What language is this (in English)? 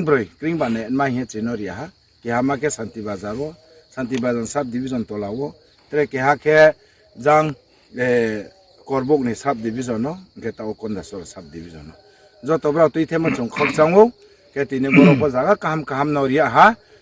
Riang (India)